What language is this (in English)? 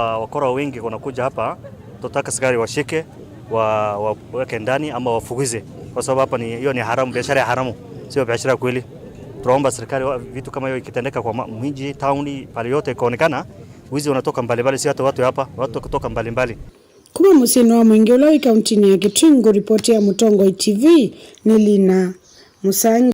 Kamba